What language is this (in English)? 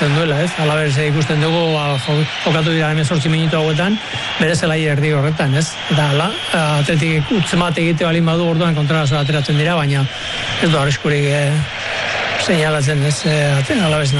Basque